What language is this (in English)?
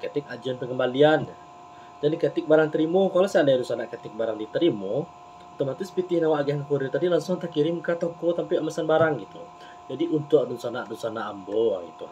Minangkabau